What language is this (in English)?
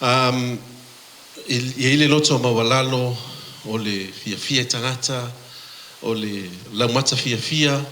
Samoan